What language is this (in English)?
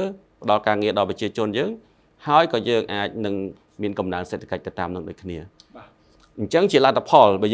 Khmer